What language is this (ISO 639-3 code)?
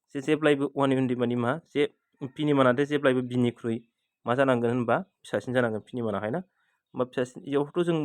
brx